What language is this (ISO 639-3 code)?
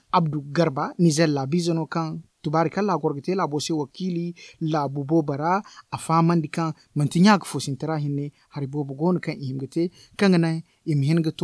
dje